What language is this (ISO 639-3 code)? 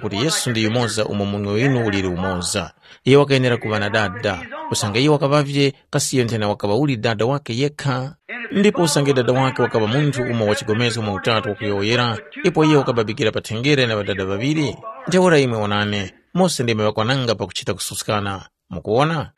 tum